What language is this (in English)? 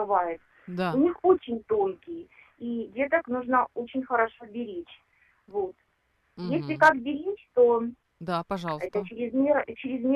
Russian